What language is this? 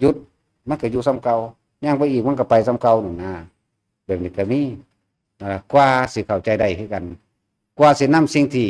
Northeastern Thai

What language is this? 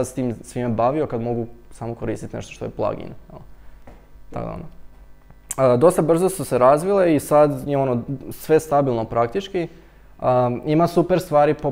Croatian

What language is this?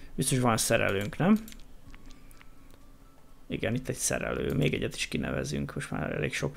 Hungarian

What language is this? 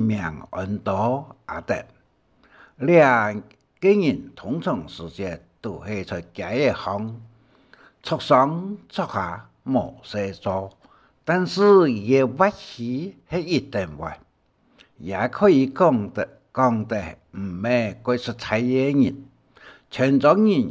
Hakka Chinese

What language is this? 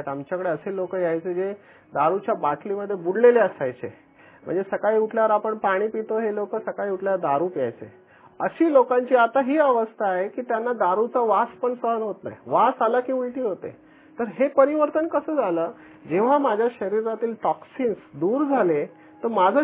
Marathi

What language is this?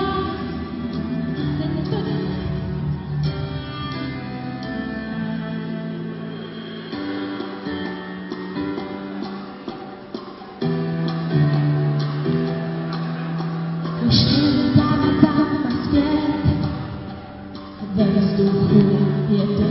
Czech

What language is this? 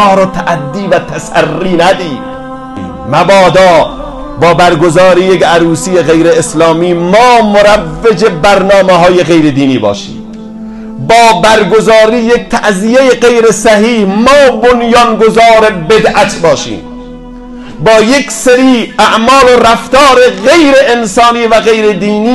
Tajik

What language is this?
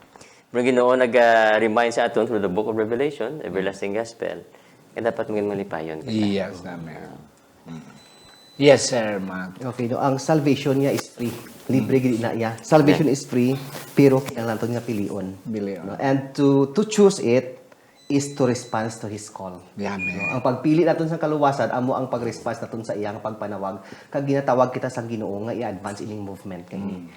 Hiligaynon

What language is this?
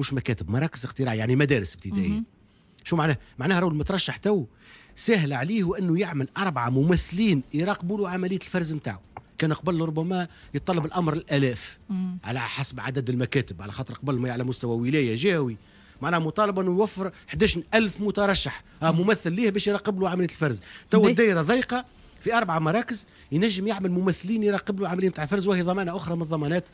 Tunisian Arabic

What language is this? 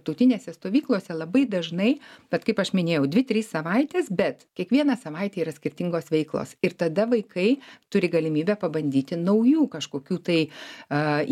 Lithuanian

